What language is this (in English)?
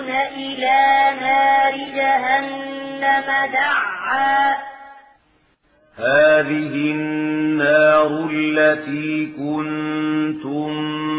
Arabic